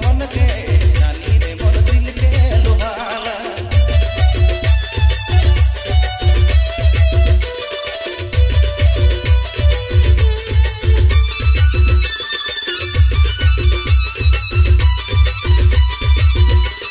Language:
Sadri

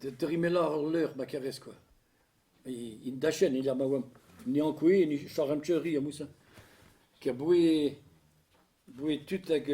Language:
Breton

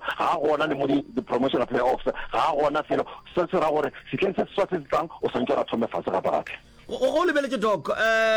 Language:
Northern Sotho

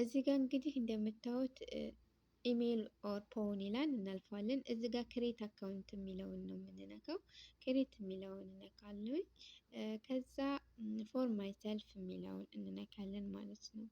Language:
Amharic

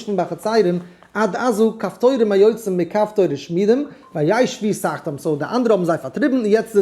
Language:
Yiddish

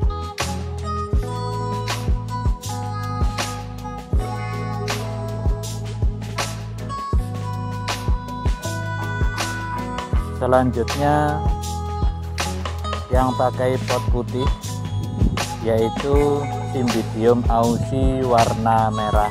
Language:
Indonesian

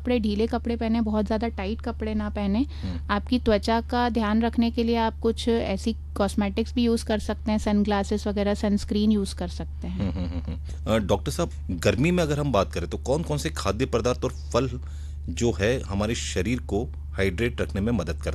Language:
Hindi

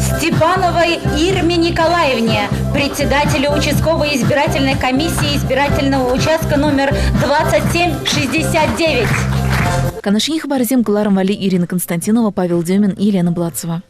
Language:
Chuvash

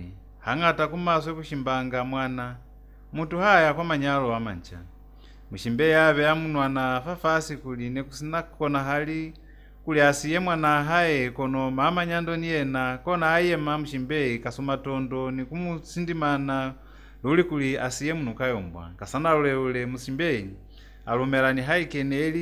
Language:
Lozi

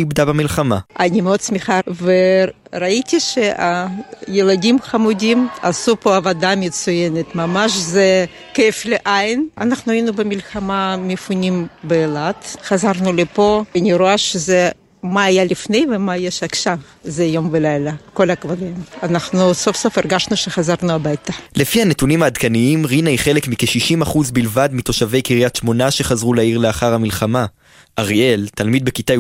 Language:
Hebrew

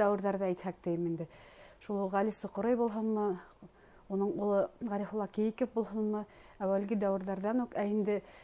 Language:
Bashkir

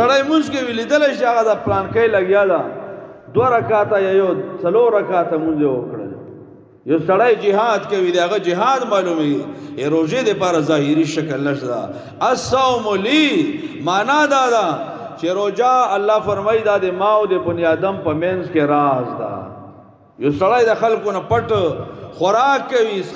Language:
Pashto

